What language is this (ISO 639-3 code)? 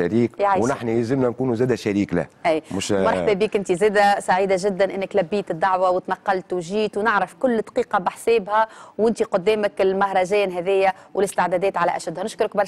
aeb